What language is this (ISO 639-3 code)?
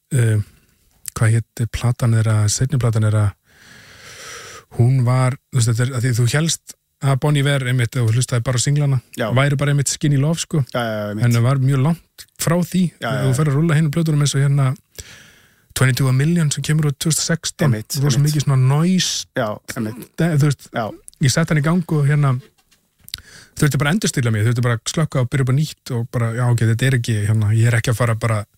isl